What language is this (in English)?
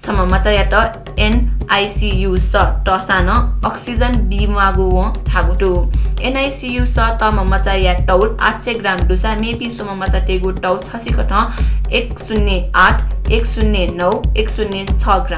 Newari